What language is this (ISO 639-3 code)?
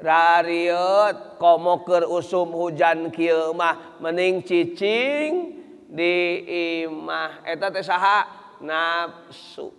sun